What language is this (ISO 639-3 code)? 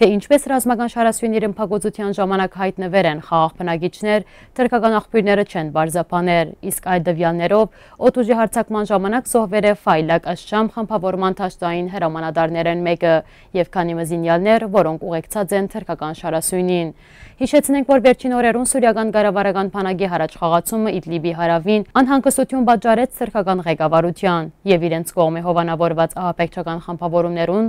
hyw